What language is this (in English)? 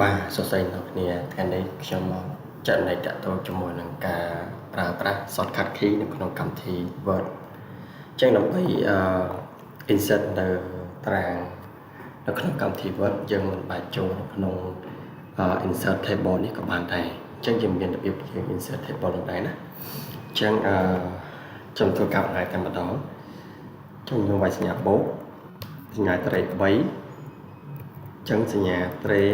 Khmer